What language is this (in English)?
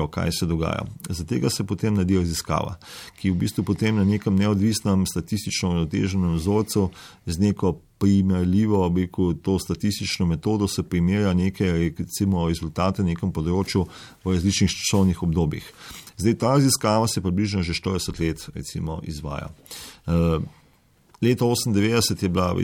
Slovenian